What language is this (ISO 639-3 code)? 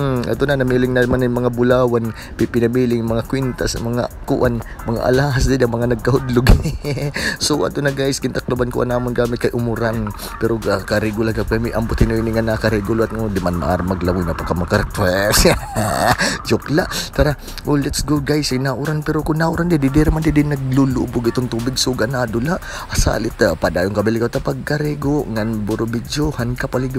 war